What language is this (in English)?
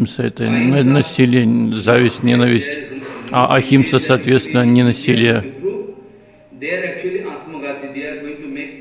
Russian